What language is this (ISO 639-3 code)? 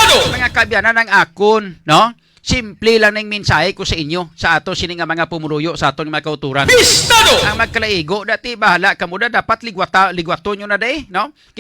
hil